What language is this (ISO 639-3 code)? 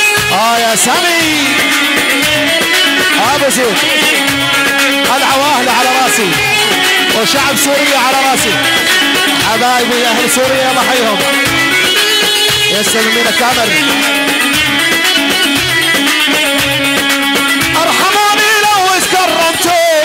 ajp